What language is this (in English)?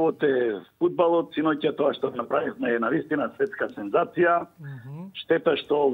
Macedonian